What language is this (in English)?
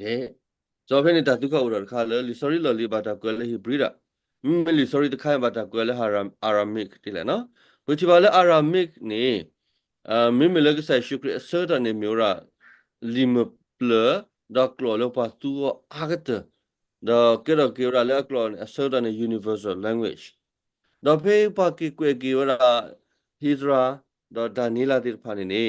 S'gaw Karen